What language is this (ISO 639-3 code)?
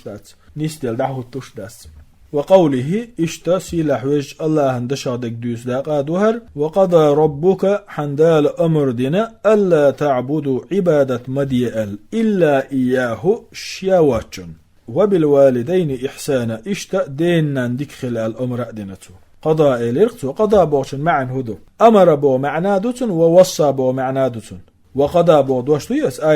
che